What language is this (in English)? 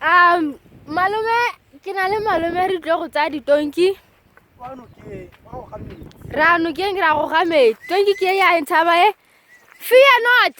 Tswana